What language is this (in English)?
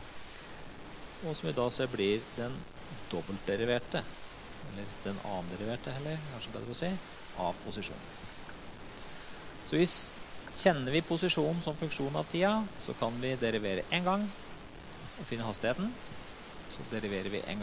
Norwegian